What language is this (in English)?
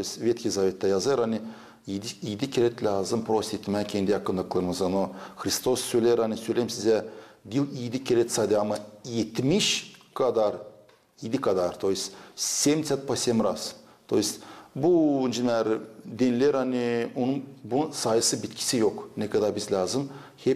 Gagauz